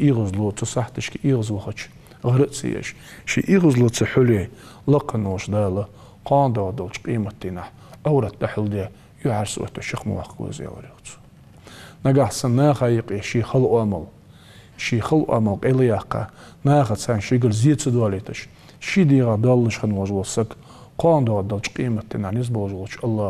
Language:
Ingush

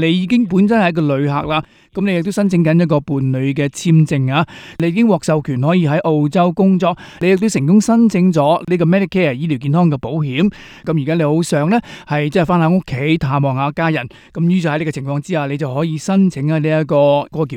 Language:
Cantonese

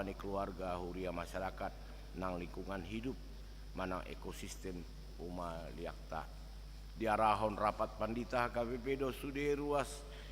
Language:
Batak Toba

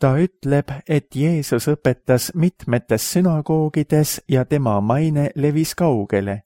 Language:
Estonian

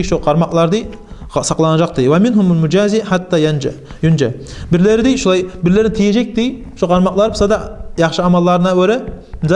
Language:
Kumyk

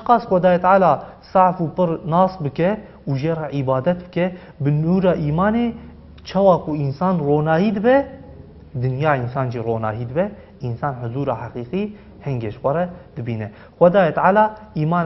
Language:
Kurdish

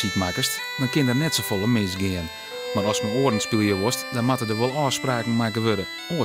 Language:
Western Frisian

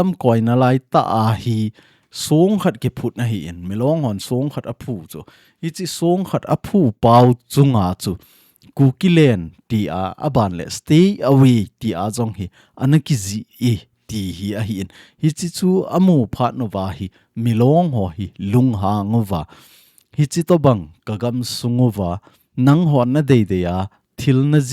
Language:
Thado Chin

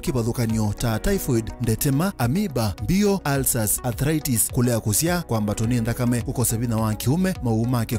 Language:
Kamba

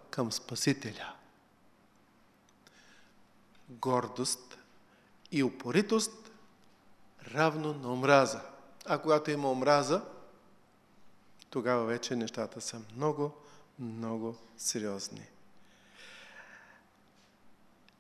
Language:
Bulgarian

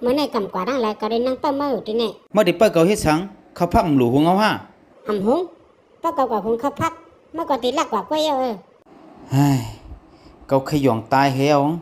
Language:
Shan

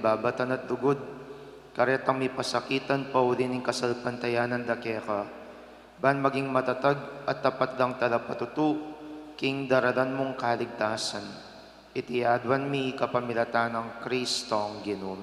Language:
Pampanga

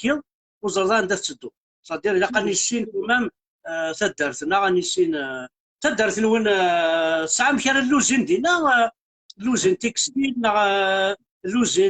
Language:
Kabyle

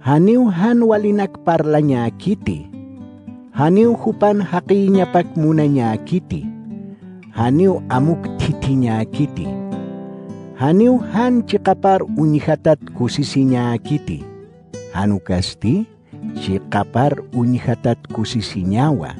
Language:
Aymara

